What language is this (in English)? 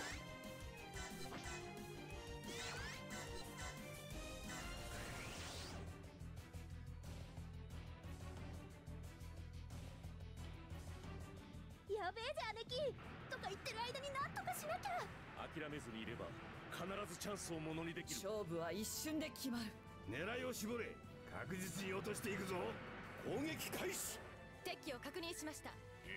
Japanese